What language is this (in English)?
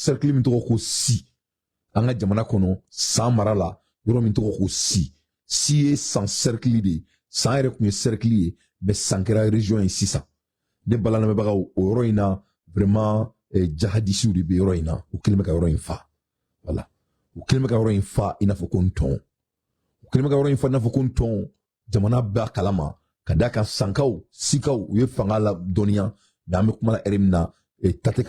Bambara